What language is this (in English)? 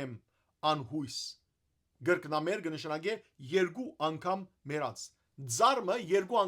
Western Armenian